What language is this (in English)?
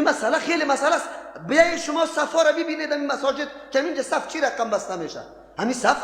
Persian